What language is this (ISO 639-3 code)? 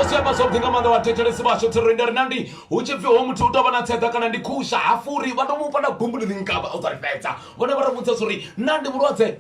ven